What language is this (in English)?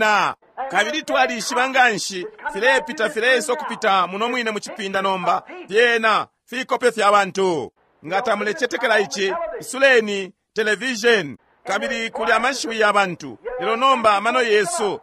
Bemba